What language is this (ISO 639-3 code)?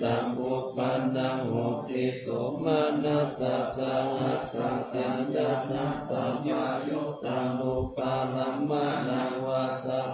pli